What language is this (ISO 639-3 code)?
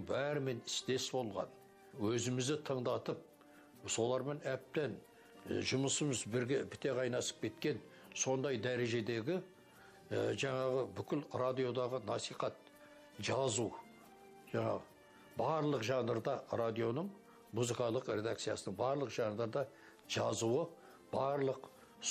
kaz